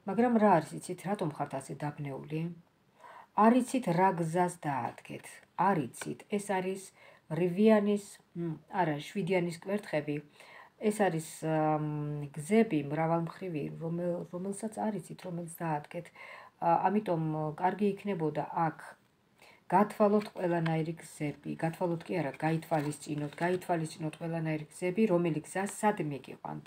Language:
Georgian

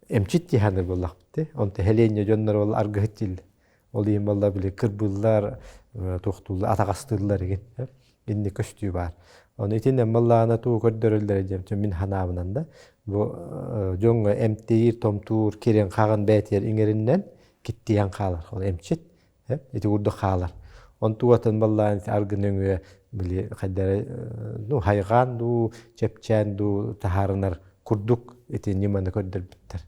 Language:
Yakut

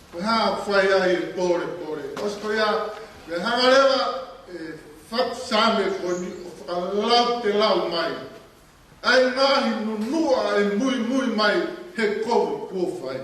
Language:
Tongan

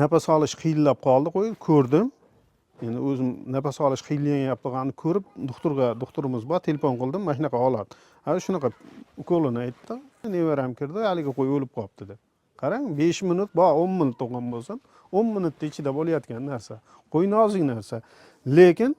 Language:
Uzbek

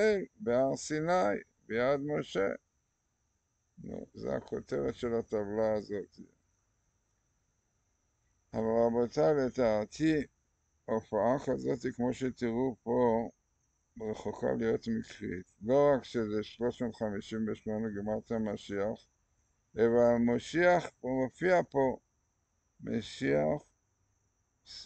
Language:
Hebrew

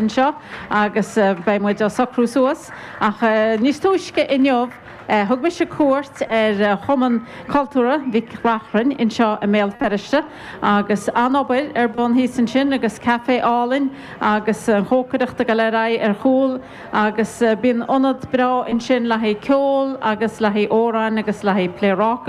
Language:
Irish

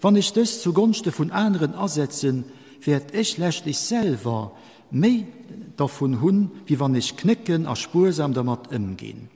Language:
Luxembourgish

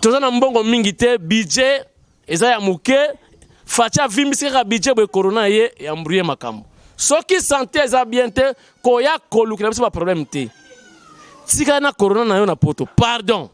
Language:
Lingala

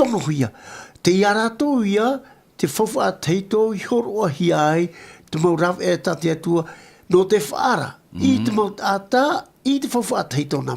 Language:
Tahitian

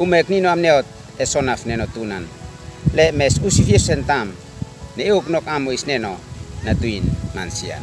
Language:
Uab Meto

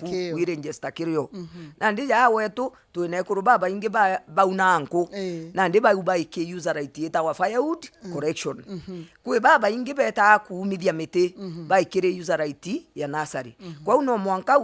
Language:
Meru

